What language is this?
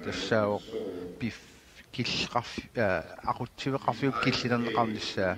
Kalaallisut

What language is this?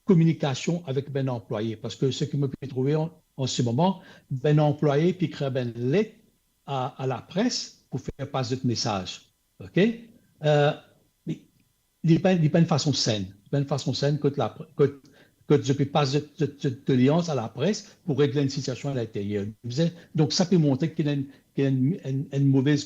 Morisyen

